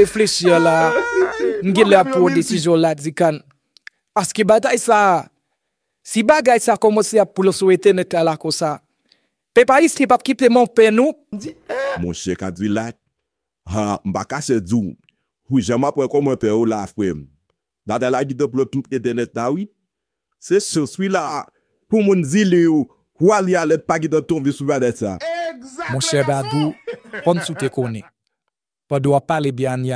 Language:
Haitian Creole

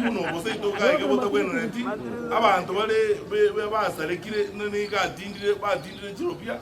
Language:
Gusii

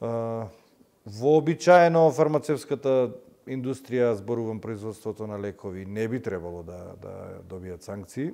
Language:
Macedonian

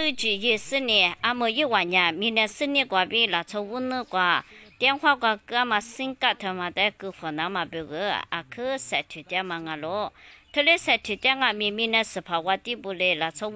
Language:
Lisu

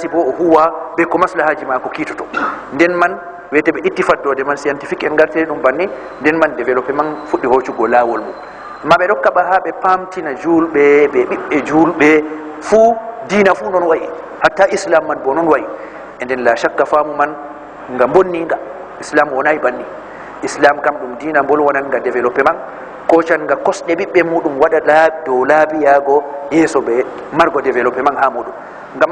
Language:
Fula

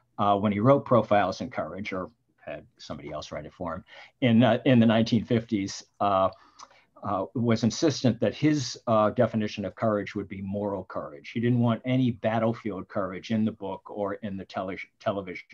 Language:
English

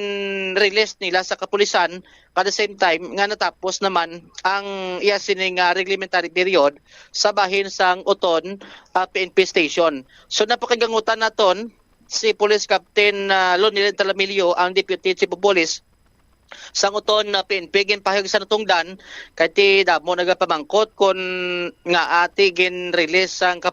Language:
Hiligaynon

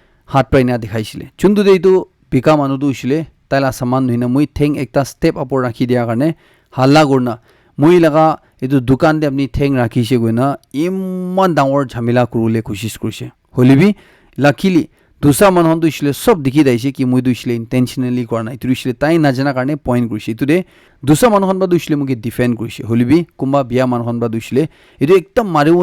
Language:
Naga Pidgin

